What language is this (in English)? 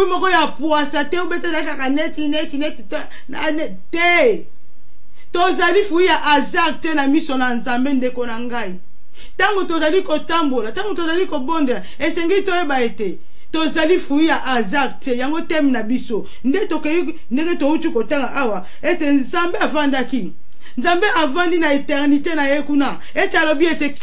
Lingala